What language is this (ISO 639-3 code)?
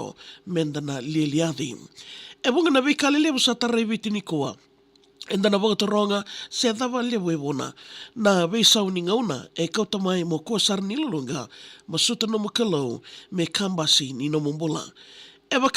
fij